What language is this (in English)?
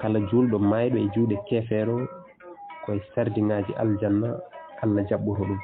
Fula